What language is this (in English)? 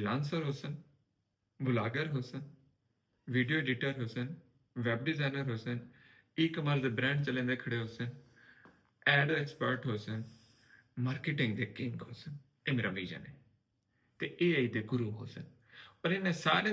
Saraiki